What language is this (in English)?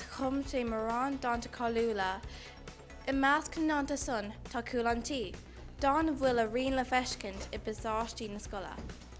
Irish